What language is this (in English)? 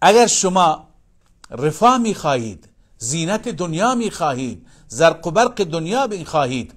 Persian